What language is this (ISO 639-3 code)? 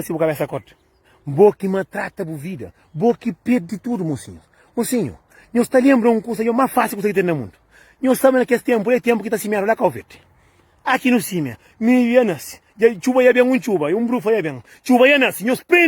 kea